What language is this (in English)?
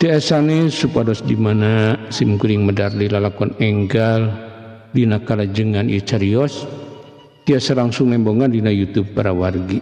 Sundanese